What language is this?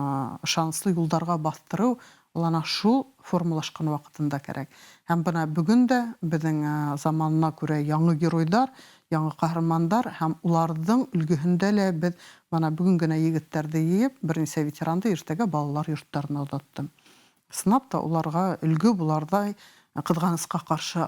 Bashkir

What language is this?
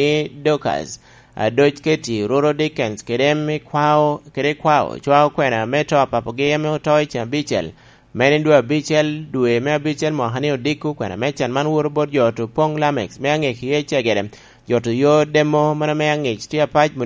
Lango (Uganda)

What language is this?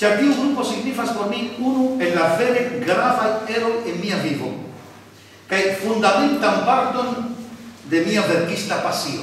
Esperanto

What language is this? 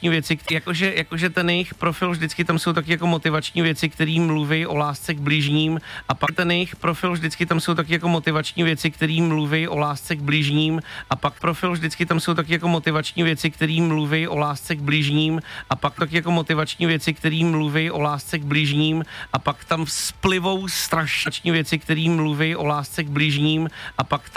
Czech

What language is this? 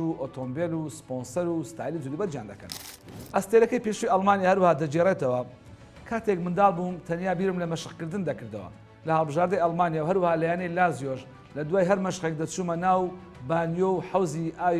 Central Kurdish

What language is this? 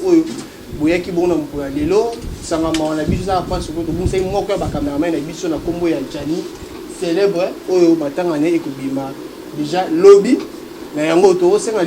Lingala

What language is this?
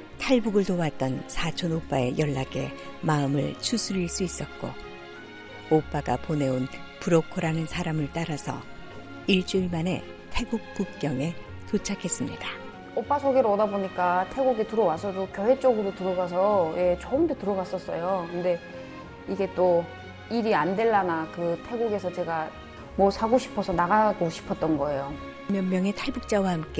Korean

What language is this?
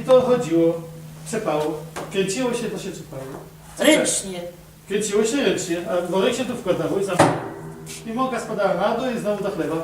Silesian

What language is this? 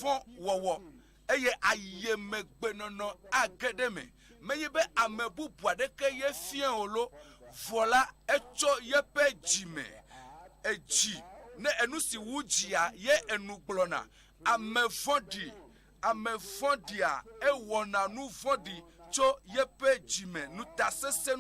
Ewe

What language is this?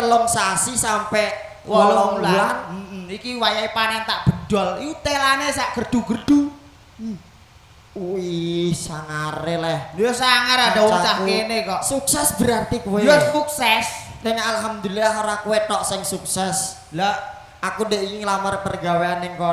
Javanese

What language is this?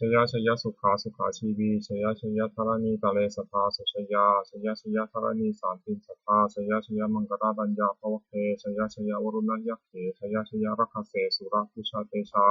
Pali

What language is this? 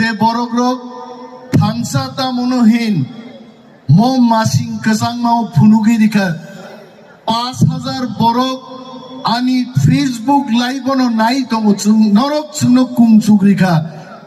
Kok Borok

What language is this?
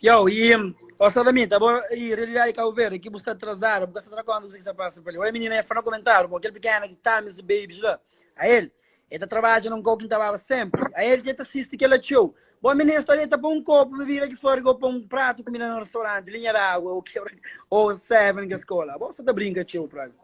Kabuverdianu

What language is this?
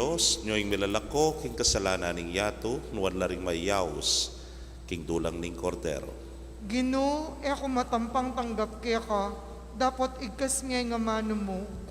Pampanga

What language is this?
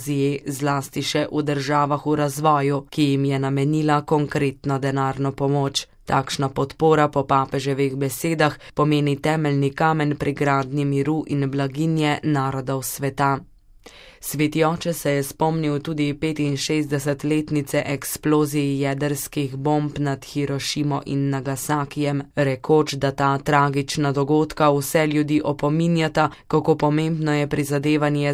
Slovenian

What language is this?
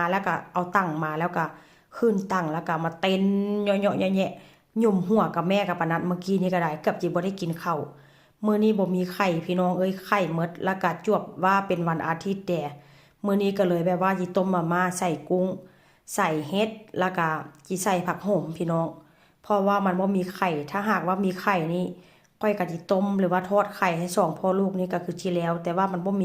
Northeastern Thai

